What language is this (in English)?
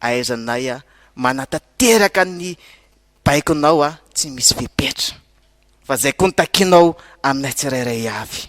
Malagasy